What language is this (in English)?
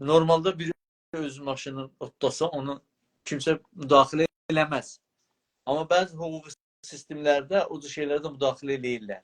South Azerbaijani